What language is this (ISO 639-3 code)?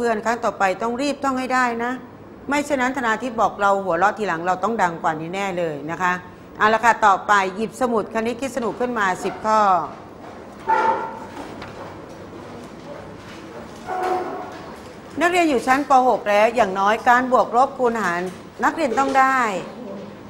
tha